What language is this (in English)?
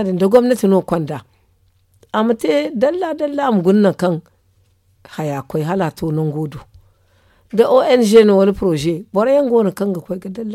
Zarma